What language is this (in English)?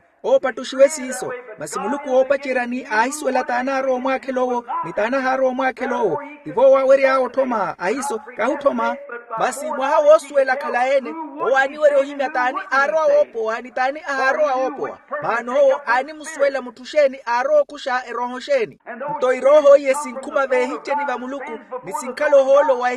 Makhuwa